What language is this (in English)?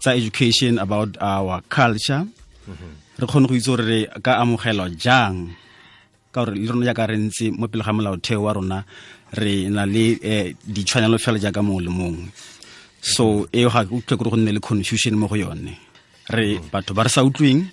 Tswana